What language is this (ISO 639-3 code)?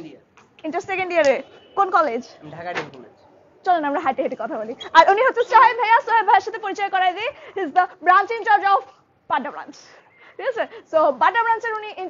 ben